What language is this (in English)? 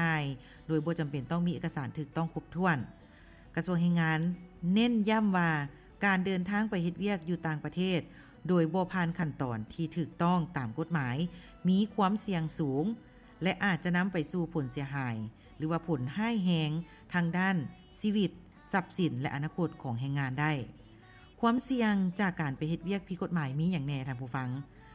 Lao